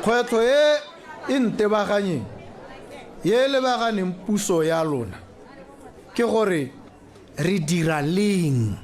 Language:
Tswana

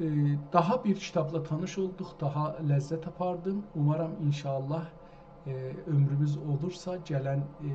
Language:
South Azerbaijani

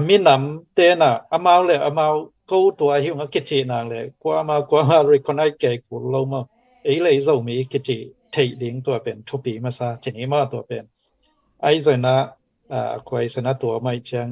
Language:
Tedim Chin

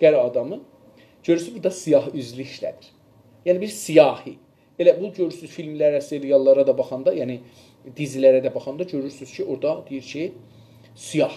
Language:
South Azerbaijani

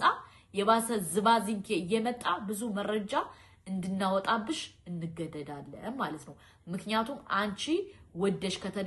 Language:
Amharic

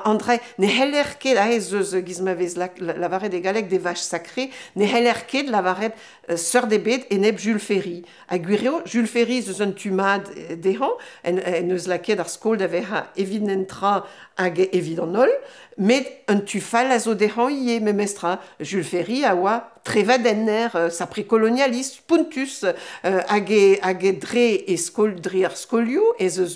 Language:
Breton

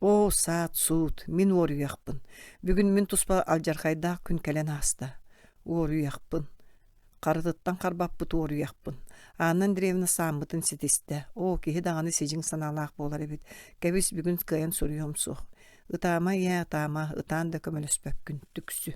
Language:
Yakut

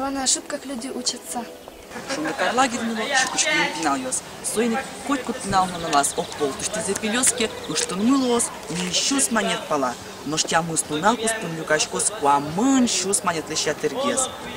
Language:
Udmurt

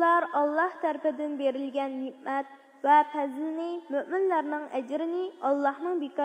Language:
Uyghur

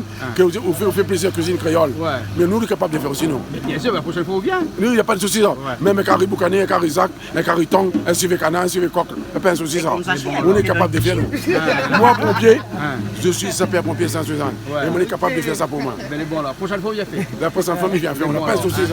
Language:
Réunion Creole French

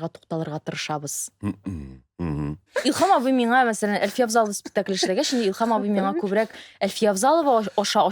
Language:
Tatar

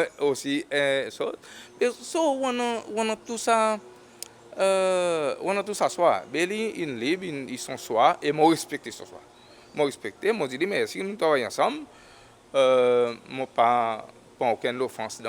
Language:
Seselwa Creole French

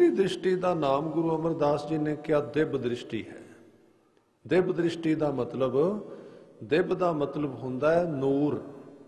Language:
Punjabi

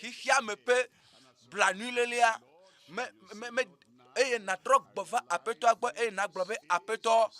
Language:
Ewe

